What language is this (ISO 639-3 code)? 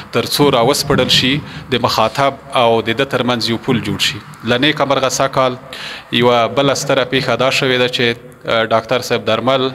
pus